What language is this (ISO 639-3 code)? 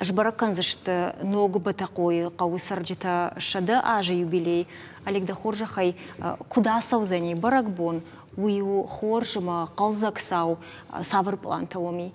oss